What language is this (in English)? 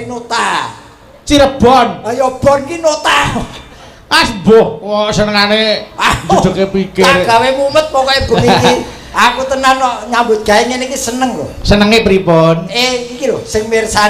Javanese